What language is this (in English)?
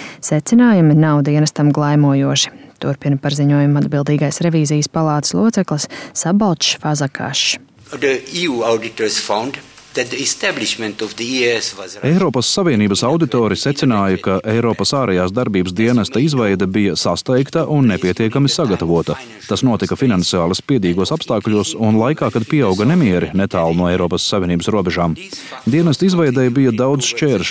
Latvian